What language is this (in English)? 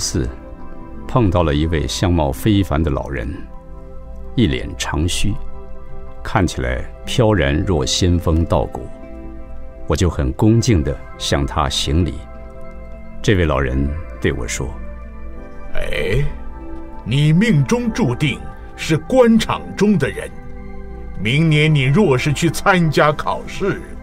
Chinese